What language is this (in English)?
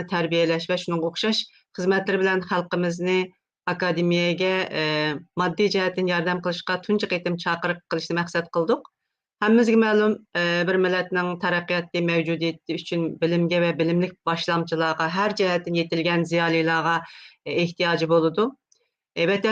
Uyghur